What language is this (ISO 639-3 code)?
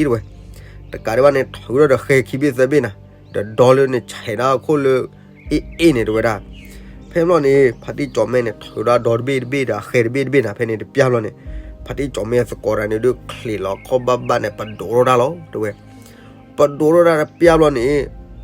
ksw